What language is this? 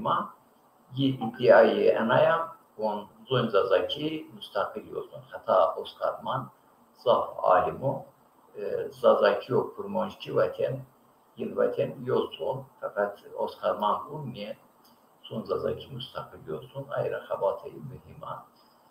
Zaza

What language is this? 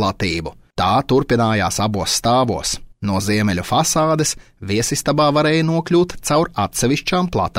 Latvian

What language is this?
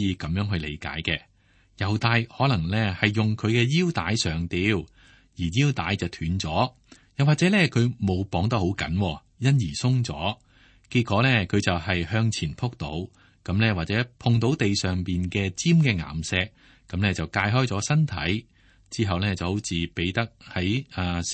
Cantonese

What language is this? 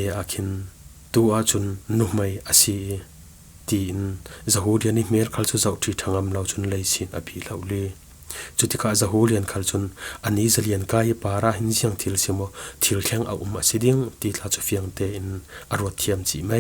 Falam Chin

